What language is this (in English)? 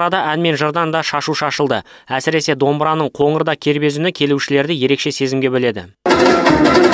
Kazakh